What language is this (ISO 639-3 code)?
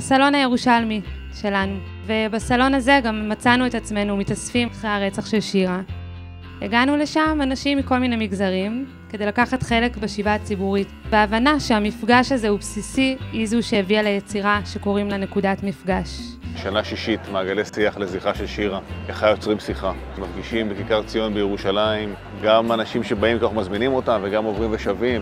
heb